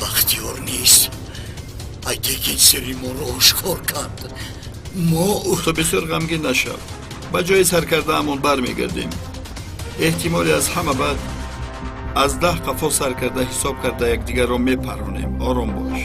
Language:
Tajik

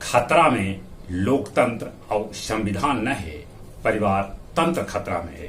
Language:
Magahi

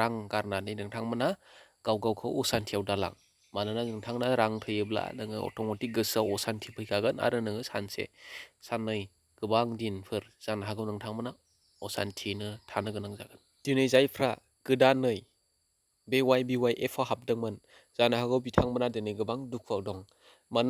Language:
Bodo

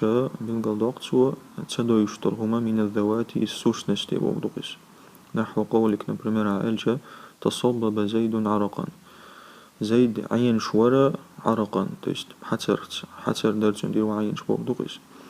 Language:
Chechen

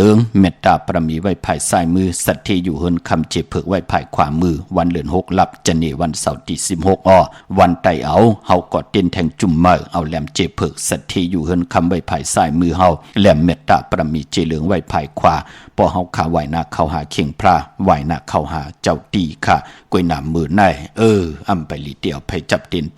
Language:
Shan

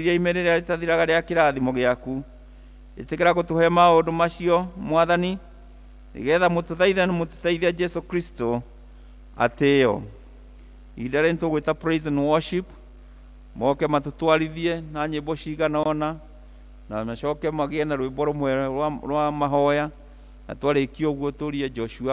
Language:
Kikuyu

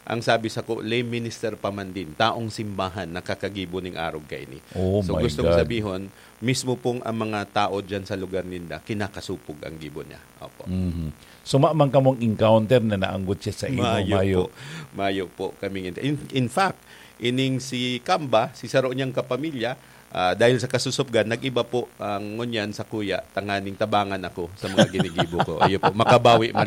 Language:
Bikol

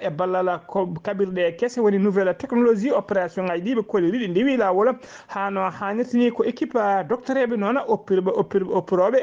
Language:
Fula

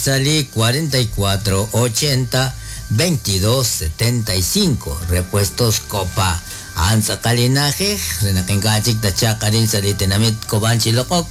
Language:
Kekchí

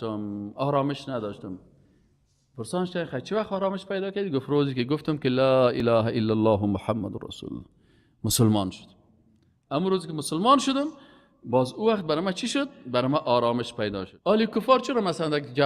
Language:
Persian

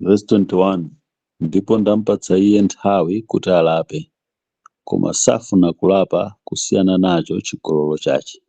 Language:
Nyanja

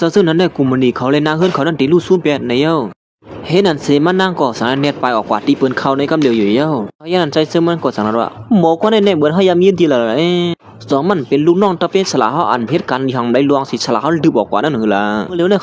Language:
Shan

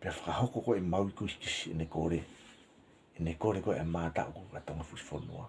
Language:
Tongan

